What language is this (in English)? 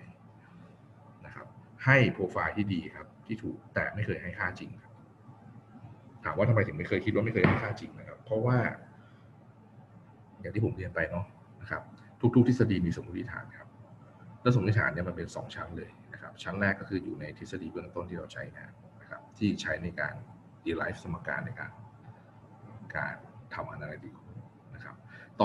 Thai